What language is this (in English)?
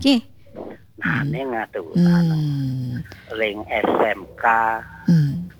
Balinese